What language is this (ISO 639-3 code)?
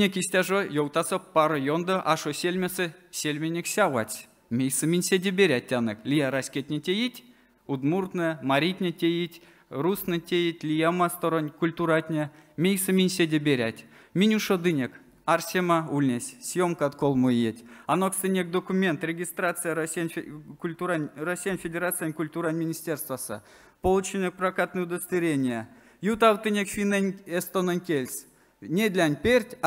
myv